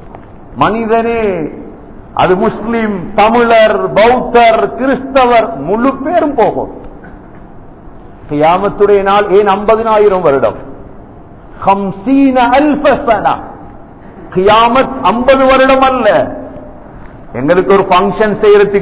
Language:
Tamil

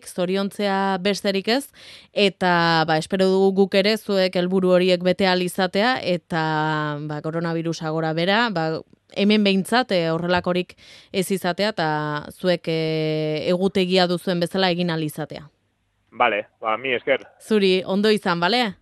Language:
Basque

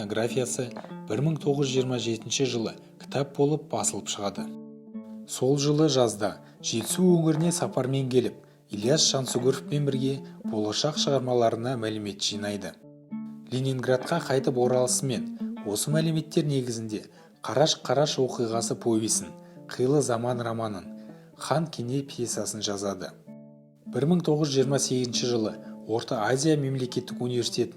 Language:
Kazakh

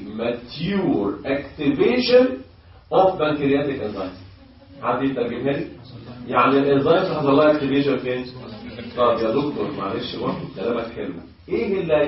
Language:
Egyptian Arabic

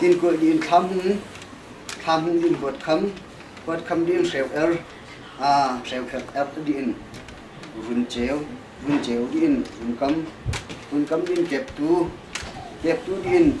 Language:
Hakha Chin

